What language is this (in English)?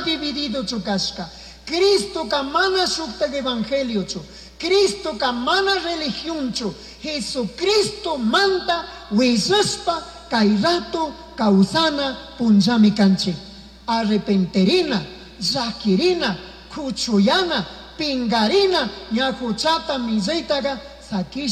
Chimborazo Highland Quichua